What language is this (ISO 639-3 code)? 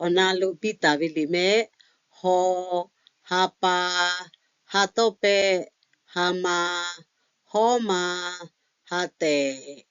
lhu